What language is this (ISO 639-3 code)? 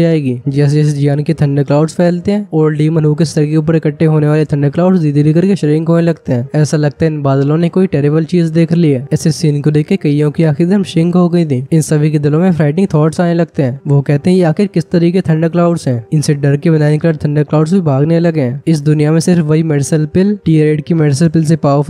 hin